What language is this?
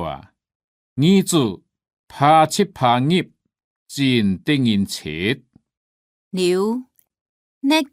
Hakka Chinese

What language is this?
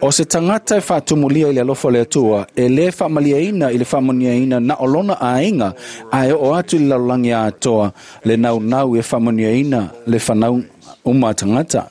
Samoan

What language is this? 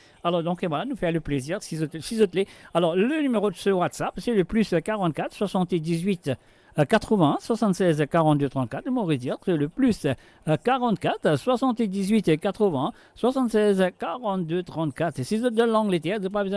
Morisyen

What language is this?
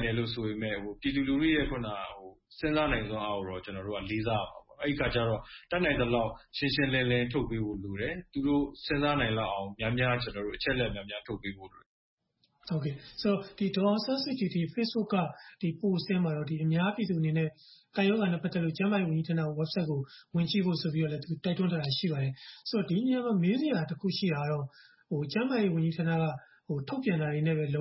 Burmese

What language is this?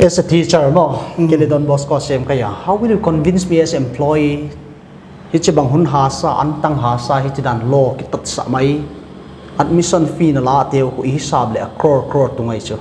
Paite Chin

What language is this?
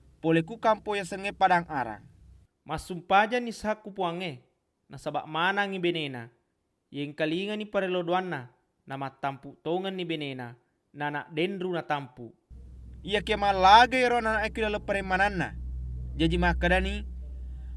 Buginese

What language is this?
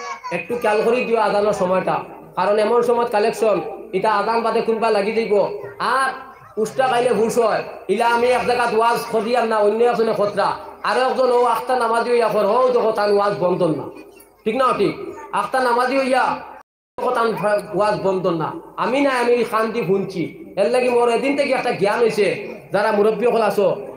Sylheti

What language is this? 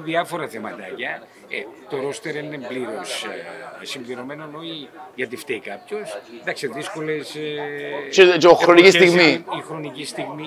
Greek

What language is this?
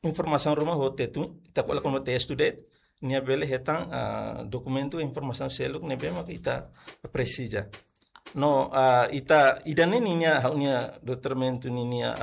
Tetum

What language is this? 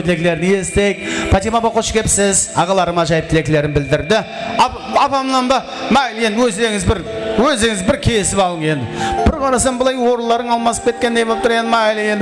Kara-Kalpak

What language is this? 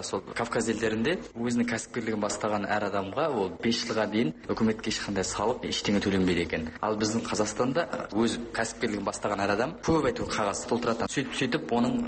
Kazakh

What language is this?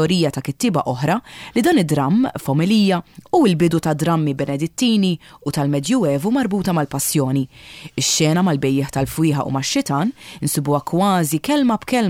Maltese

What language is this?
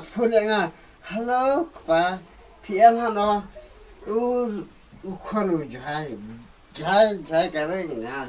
Khasi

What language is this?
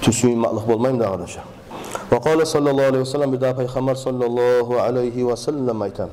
Kumyk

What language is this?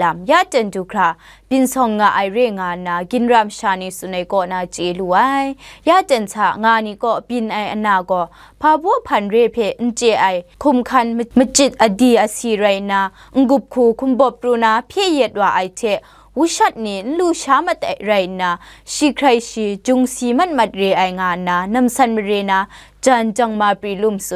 Kachin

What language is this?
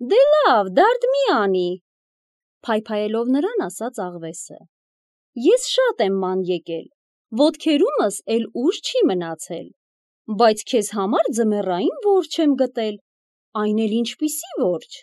Armenian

